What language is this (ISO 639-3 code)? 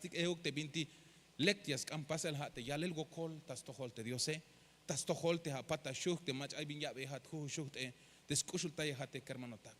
tzh